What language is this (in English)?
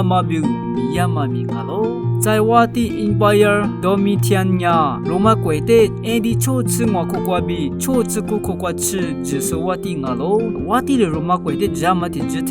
Lisu